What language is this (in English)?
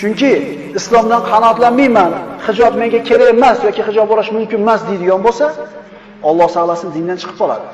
Uzbek